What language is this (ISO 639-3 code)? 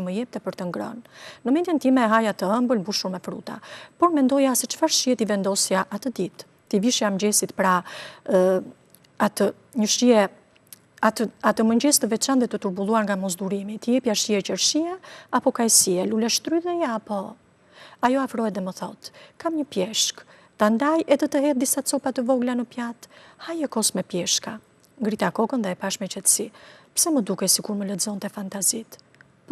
sqi